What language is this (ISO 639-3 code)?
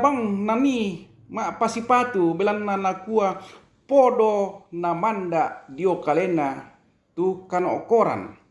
sda